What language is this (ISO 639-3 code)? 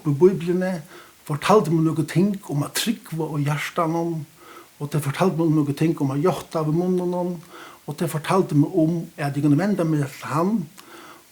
fao